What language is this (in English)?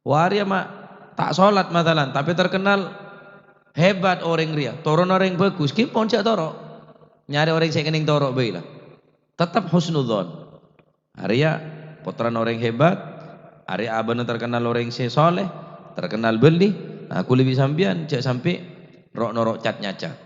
Madurese